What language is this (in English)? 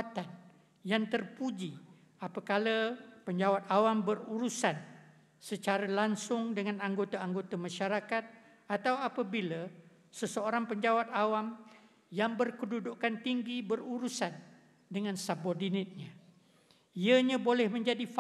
Malay